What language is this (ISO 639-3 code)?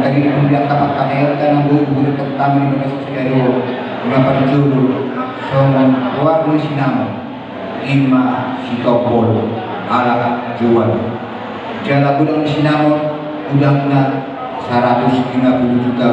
bbc